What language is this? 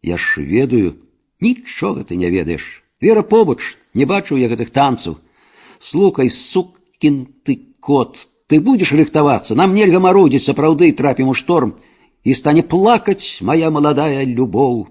Belarusian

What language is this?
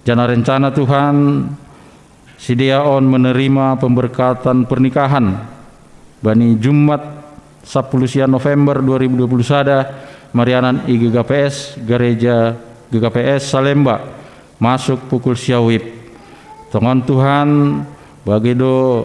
Batak Simalungun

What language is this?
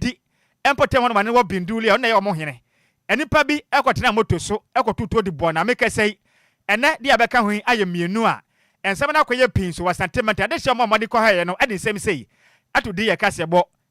Akan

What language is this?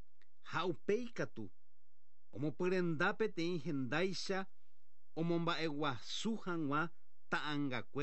Guarani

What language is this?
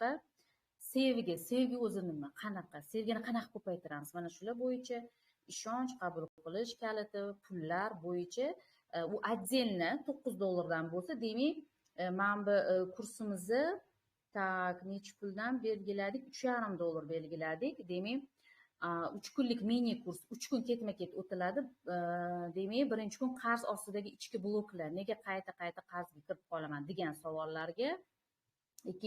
Uzbek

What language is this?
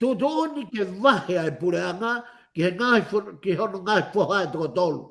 Tongan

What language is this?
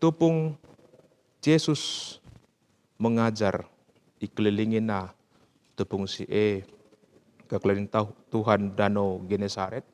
Batak Karo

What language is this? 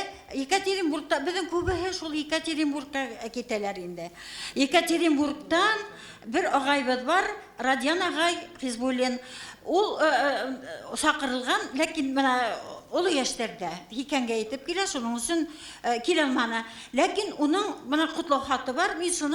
Bashkir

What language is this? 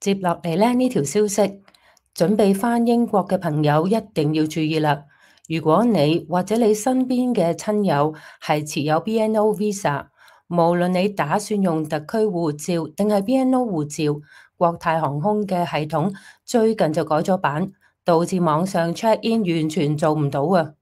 Cantonese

